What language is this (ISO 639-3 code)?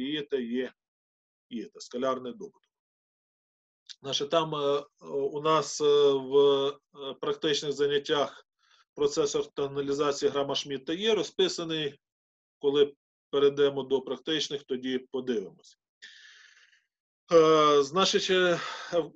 ukr